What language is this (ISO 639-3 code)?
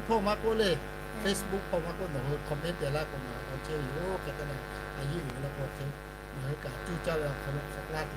lhu